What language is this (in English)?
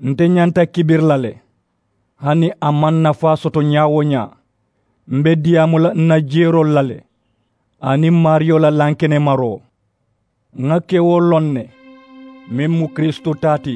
Mandingo